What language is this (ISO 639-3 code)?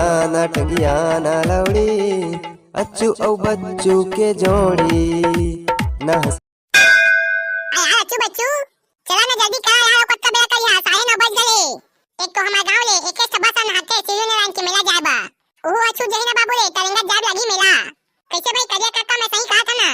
hne